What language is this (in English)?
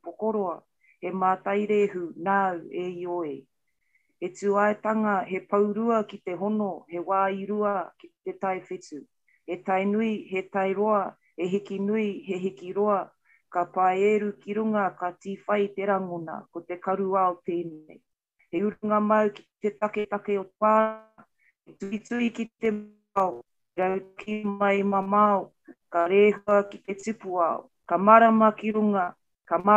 Māori